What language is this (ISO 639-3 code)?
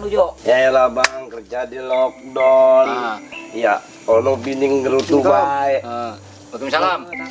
bew